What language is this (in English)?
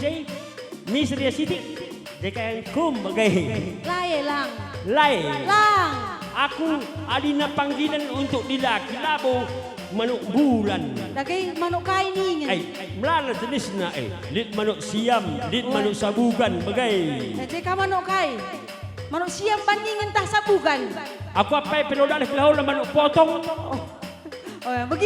Batak Karo